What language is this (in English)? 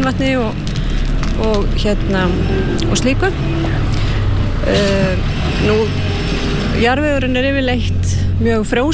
Icelandic